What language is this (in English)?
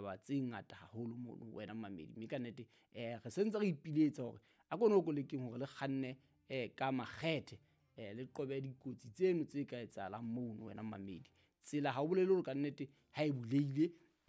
Southern Sotho